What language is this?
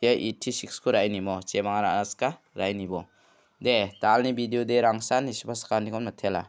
Garo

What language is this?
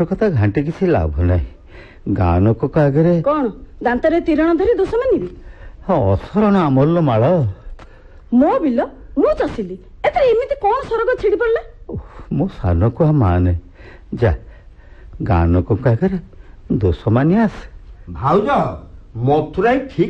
Odia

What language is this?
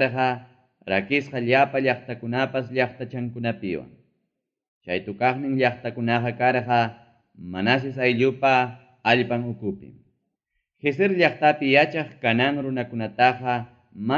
Ayacucho Quechua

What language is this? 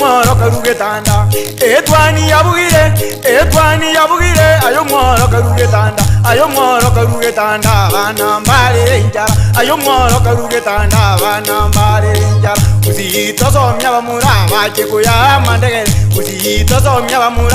Gusii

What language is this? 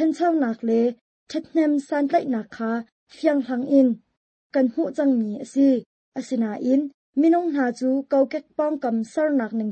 Hakha Chin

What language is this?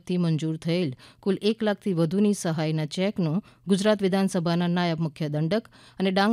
Gujarati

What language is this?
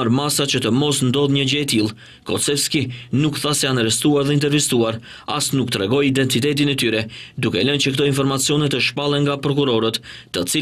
Albanian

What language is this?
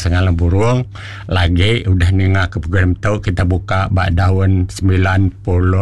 Iban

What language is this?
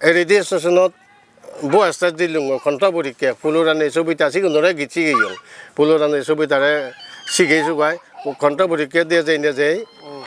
Chakma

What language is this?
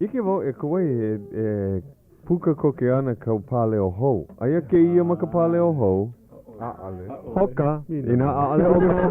Hawaiian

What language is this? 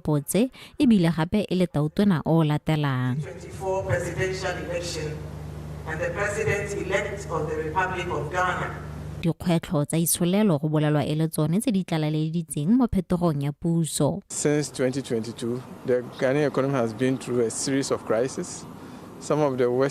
Tswana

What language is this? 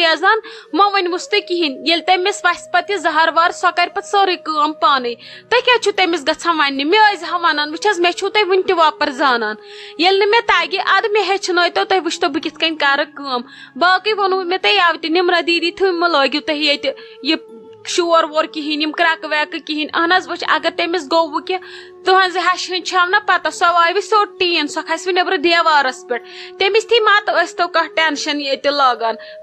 Kashmiri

